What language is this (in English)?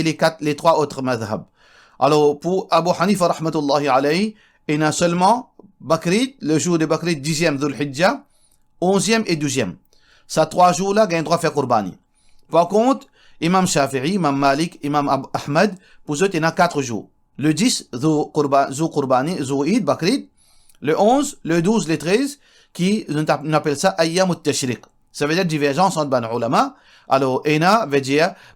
Morisyen